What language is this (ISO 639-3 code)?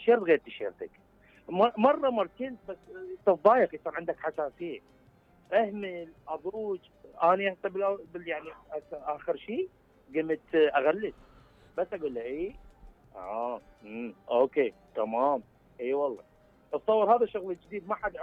acm